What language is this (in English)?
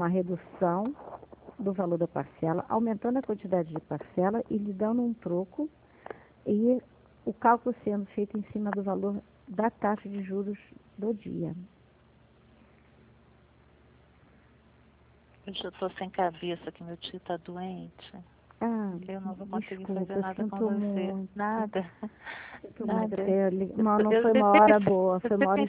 Portuguese